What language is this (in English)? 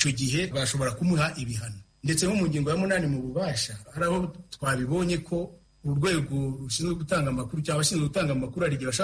Kinyarwanda